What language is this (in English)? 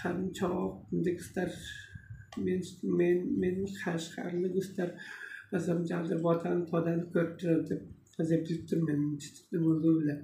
Tuvinian